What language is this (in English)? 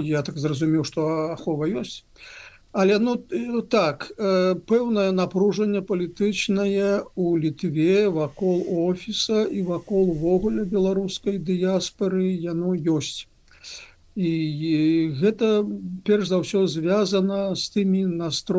Belarusian